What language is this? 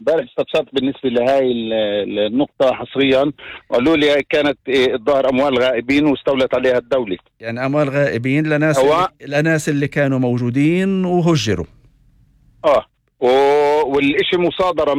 North Levantine Arabic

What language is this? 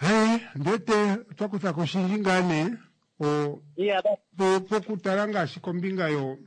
Kuanyama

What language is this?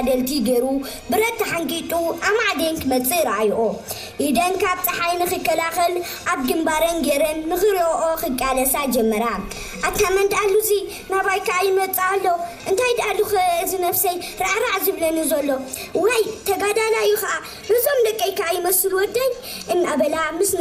Tigrinya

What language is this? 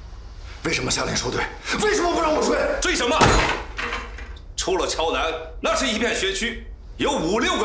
Chinese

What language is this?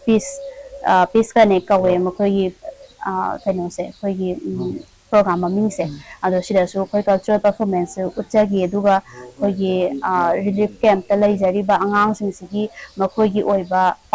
Manipuri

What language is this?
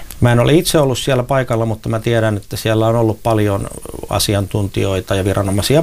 Finnish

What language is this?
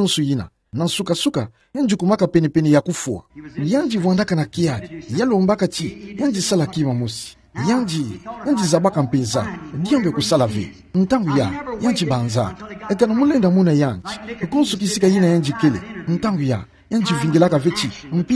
Kituba (Democratic Republic of Congo)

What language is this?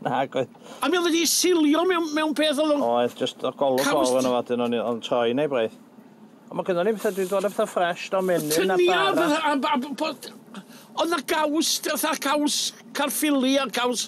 Welsh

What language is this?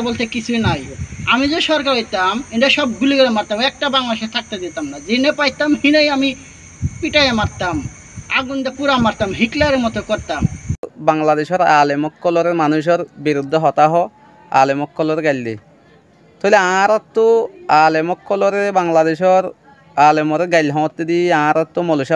Rohingya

